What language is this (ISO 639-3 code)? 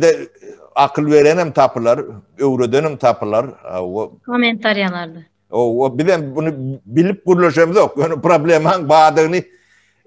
tuk